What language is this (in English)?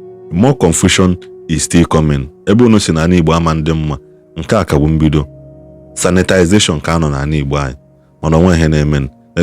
Igbo